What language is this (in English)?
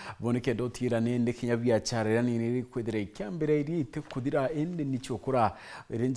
Meru